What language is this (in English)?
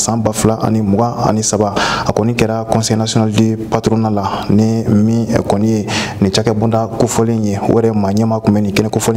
Bambara